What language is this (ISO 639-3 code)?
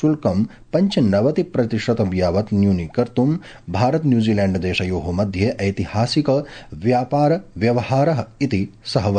san